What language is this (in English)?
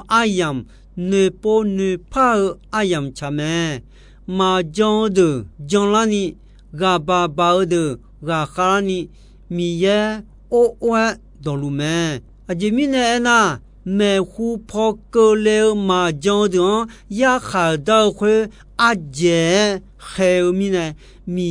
Akha